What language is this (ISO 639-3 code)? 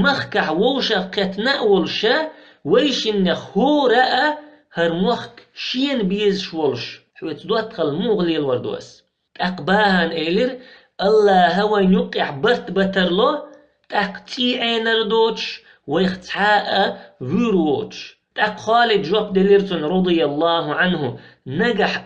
che